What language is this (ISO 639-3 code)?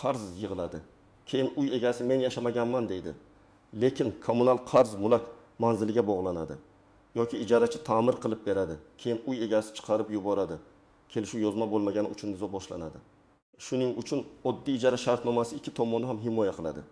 uzb